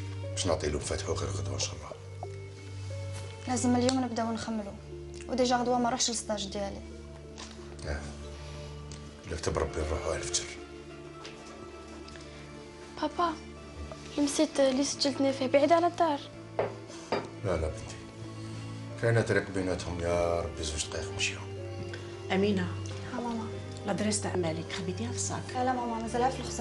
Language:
Algerian Arabic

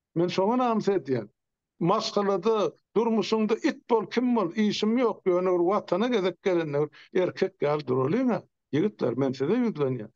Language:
Turkmen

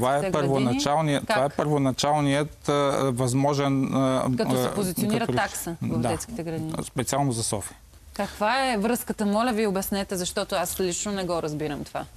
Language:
Bulgarian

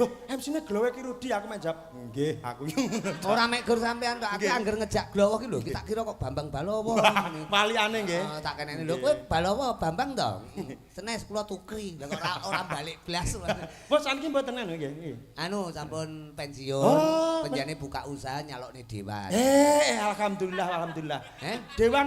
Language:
Javanese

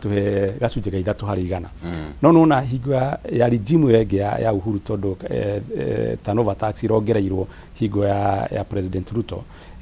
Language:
Kikuyu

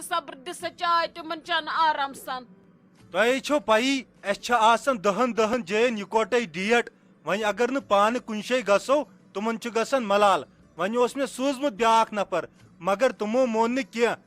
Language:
Kashmiri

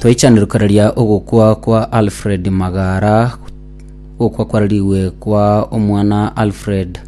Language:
Gusii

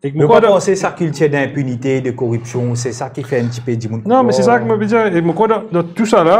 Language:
Morisyen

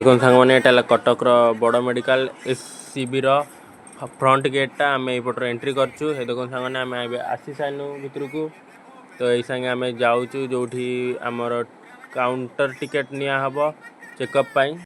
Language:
Odia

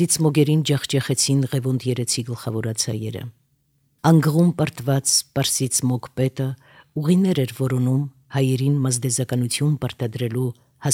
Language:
Armenian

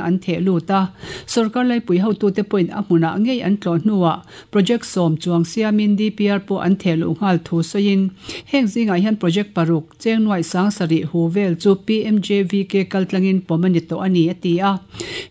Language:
Mizo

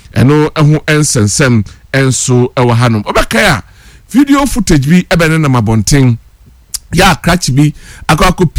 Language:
Akan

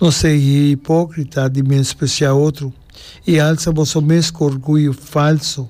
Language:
Papiamento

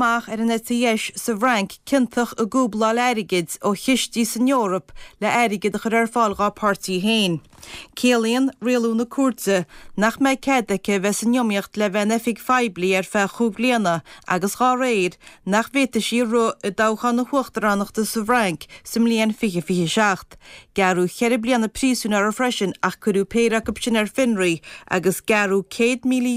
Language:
Irish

